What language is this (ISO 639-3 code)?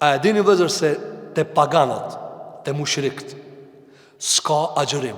sqi